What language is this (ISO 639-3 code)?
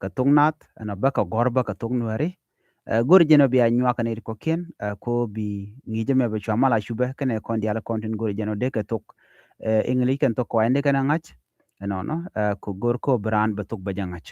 nus